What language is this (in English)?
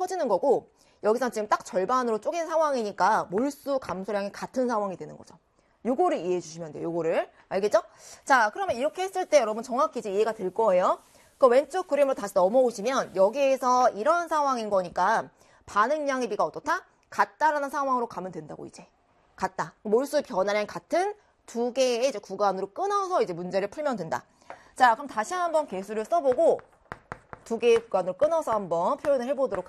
Korean